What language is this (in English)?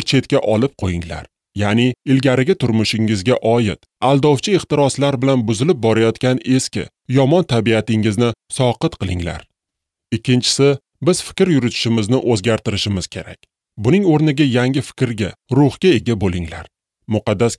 Uzbek